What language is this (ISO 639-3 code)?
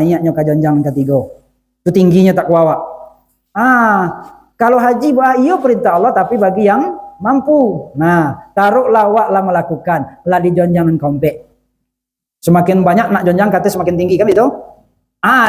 min